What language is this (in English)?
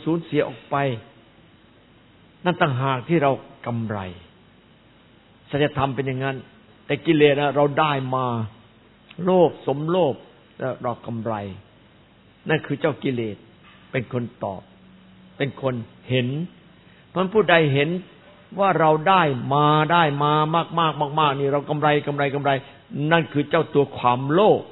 Thai